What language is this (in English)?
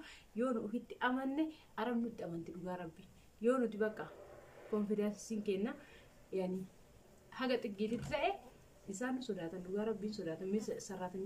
Oromo